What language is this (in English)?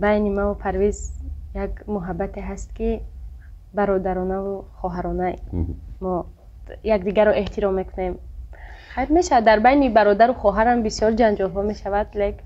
Tajik